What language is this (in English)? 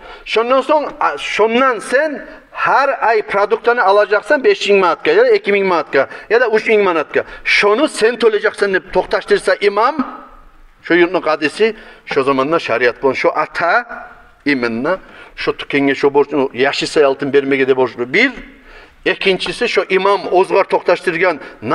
Kumyk